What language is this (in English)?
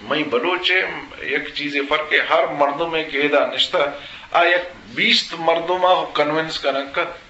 Eastern Balochi